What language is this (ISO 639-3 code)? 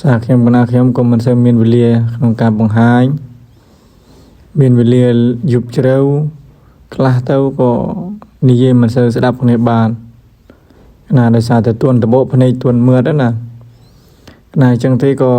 khm